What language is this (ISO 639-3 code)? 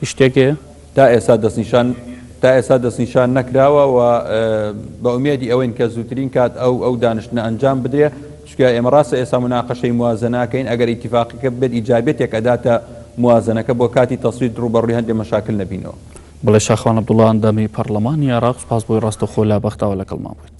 ckb